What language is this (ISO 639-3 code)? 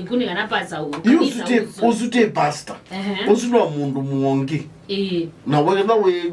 kam